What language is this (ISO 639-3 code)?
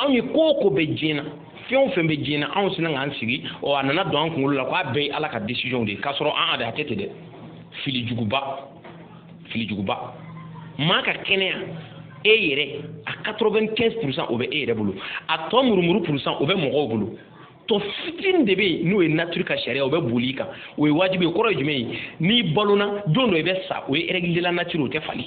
bam